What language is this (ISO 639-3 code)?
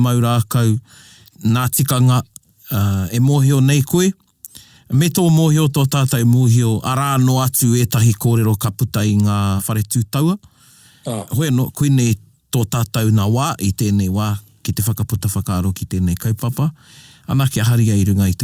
mri